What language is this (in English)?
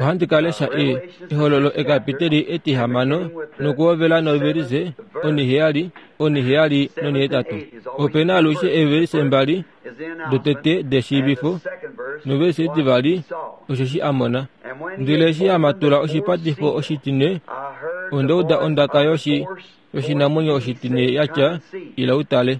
Kuanyama